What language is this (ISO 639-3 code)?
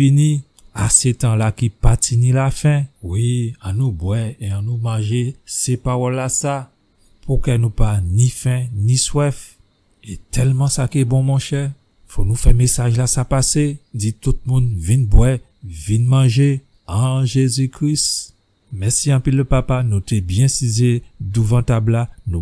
gcf